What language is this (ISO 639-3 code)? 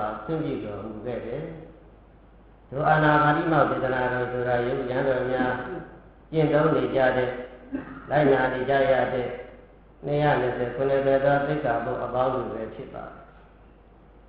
mya